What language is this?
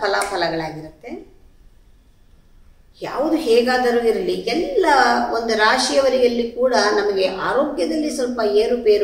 Kannada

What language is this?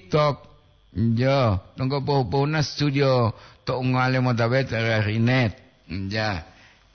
Gorontalo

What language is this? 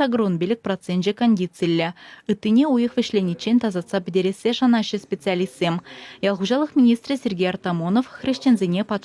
Chuvash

